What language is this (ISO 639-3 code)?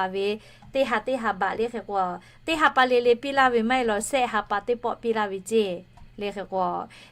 lhu